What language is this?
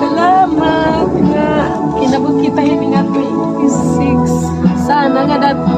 Waray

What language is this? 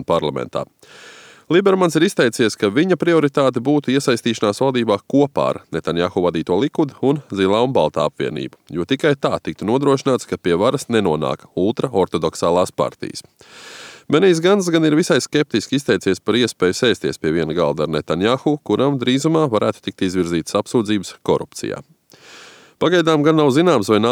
Latvian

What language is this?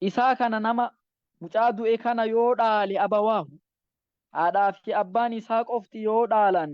Oromo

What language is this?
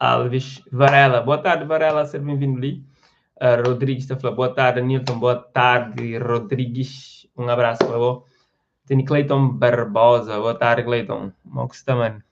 Kabuverdianu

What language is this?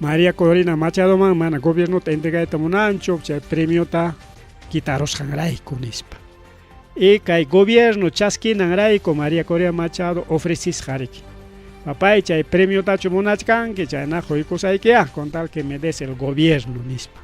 Ayacucho Quechua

